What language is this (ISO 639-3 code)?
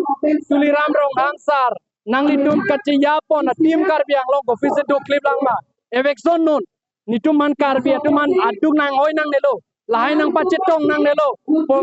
mjw